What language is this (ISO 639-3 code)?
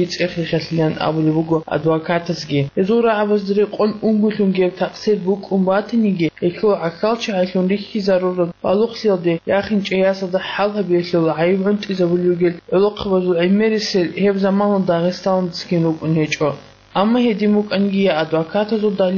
ava